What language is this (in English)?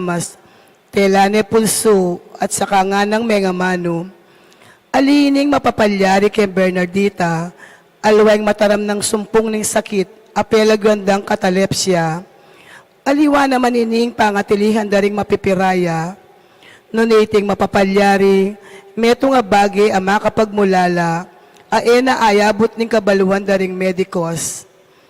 Pampanga